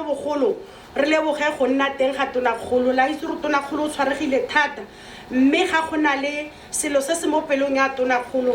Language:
Tswana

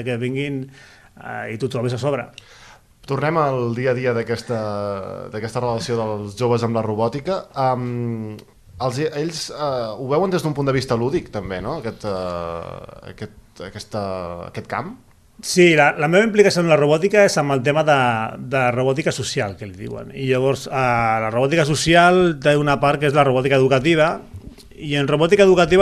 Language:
Catalan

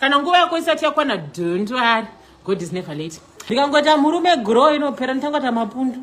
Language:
Shona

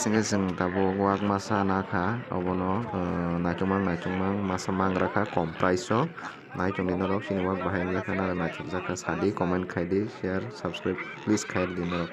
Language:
Kok Borok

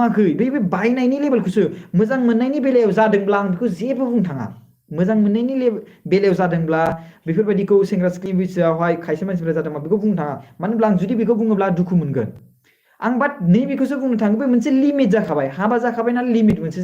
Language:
Bodo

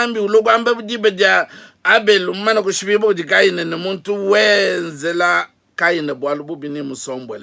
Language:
Luba-Lulua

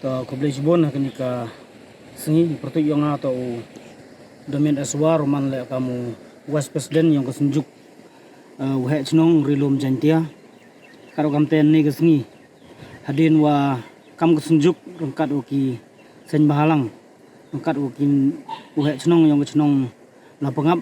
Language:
Pnar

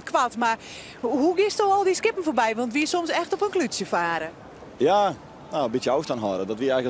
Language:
Western Frisian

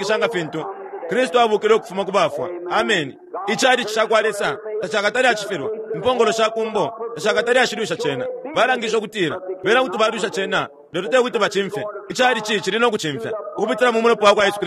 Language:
Bemba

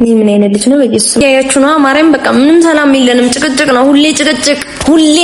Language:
Amharic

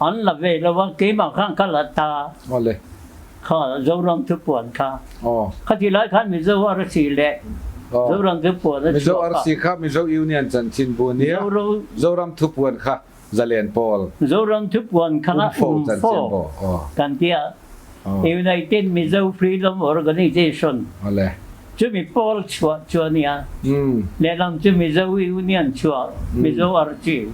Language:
Mizo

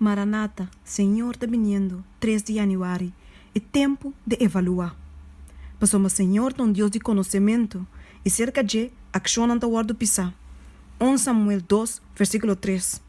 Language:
Papiamento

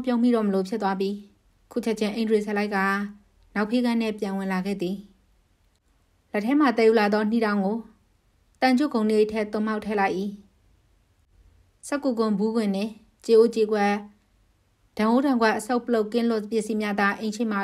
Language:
Burmese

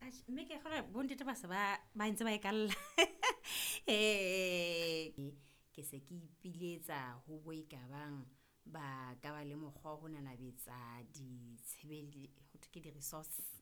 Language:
Southern Sotho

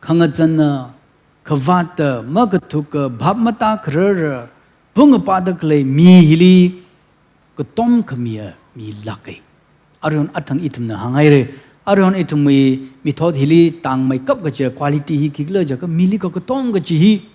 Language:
Tangkhul Naga (India)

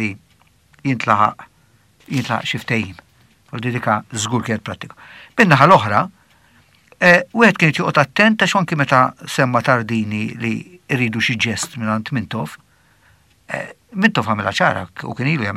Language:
Maltese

